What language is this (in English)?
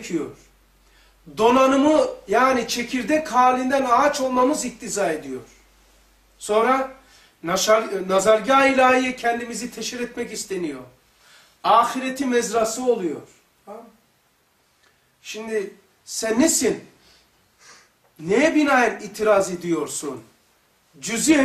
Turkish